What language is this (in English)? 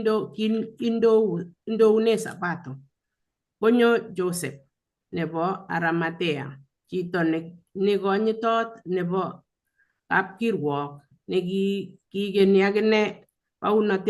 Kalenjin